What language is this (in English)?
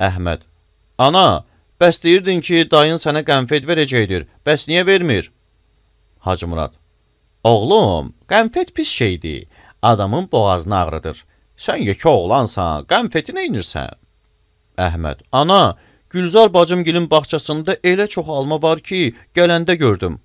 Azerbaijani